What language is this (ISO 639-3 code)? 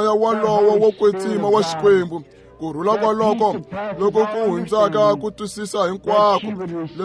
tso